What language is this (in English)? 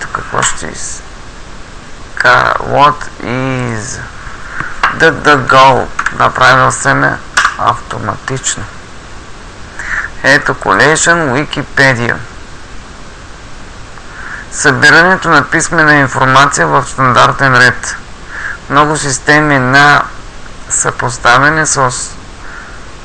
Bulgarian